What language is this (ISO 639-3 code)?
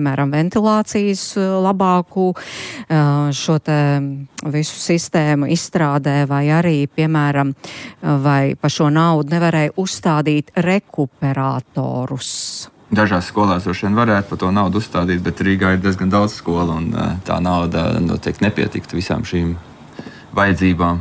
lav